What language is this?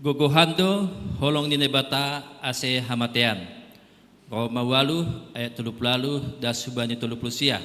Batak Simalungun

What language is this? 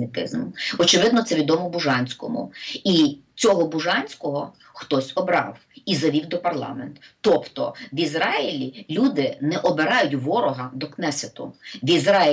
Ukrainian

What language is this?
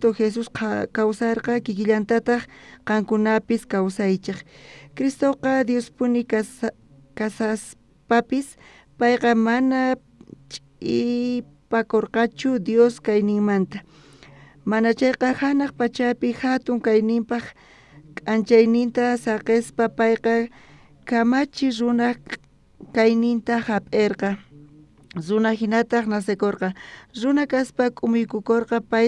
South Bolivian Quechua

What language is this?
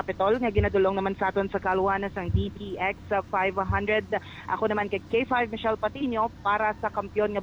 Hiligaynon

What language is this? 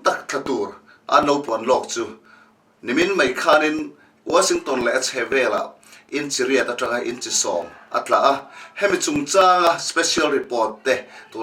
Mizo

